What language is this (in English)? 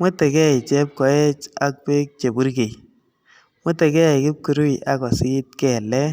Kalenjin